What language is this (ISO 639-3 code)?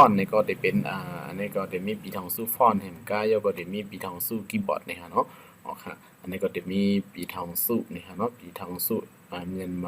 shn